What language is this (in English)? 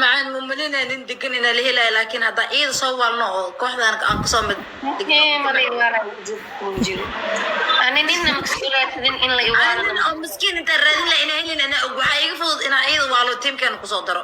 Somali